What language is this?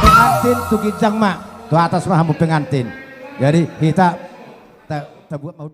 Batak Toba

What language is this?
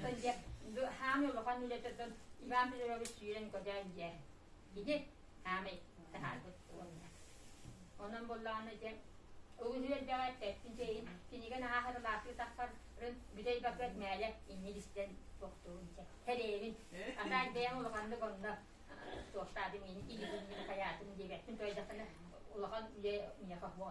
Yakut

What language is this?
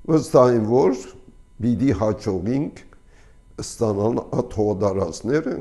Armenian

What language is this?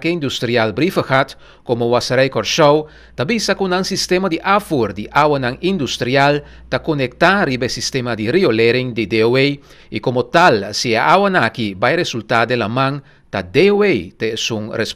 Papiamento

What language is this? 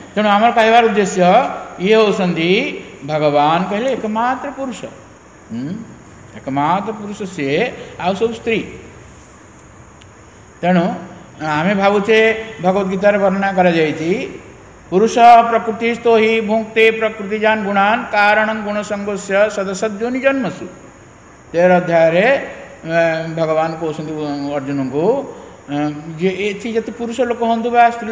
Odia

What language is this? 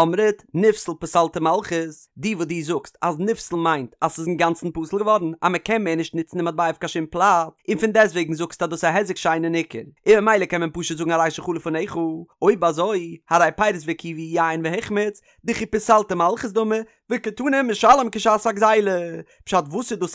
Yiddish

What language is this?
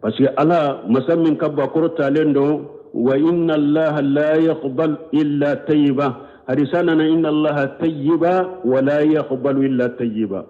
Bambara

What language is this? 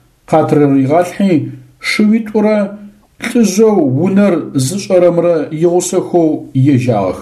Adyghe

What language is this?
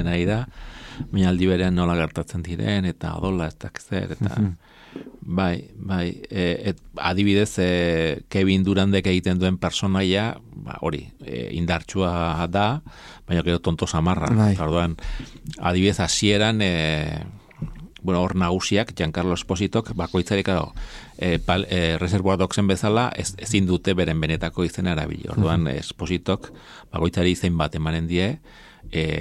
Basque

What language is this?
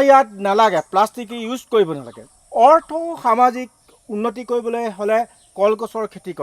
Assamese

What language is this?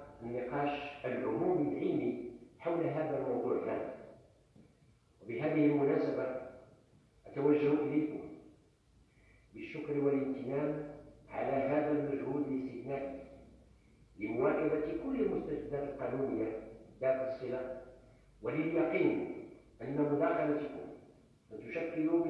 Arabic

